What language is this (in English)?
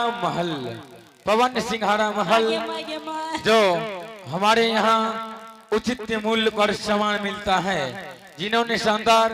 Angika